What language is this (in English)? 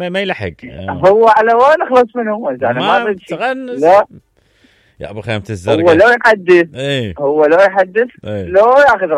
Mesopotamian Arabic